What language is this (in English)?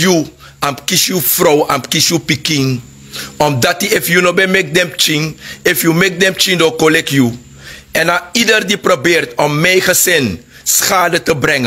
Sranan Tongo